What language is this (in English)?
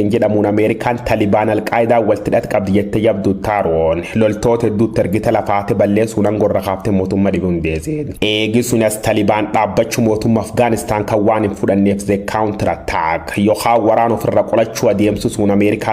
Oromo